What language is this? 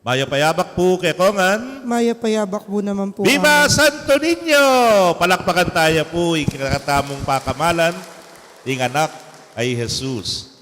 Pampanga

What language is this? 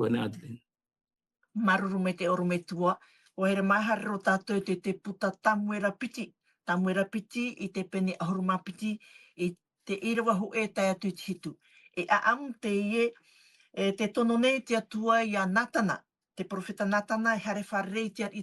Tahitian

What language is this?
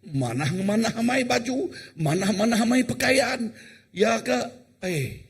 Iban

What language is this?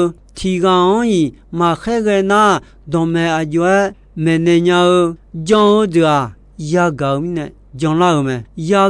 Akha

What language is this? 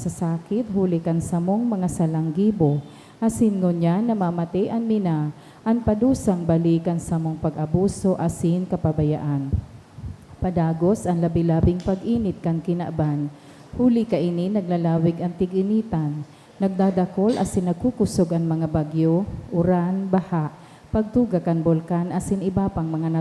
Bikol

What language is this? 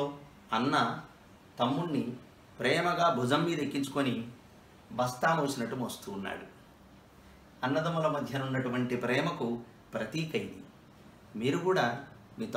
Telugu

